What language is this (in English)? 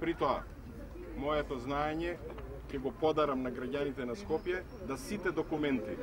Macedonian